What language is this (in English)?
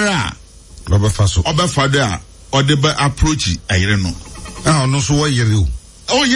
Akan